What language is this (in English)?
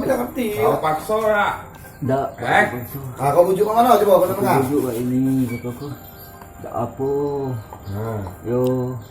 Musi